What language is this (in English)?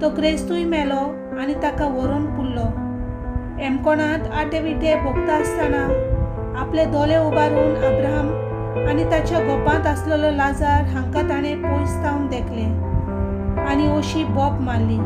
Konkani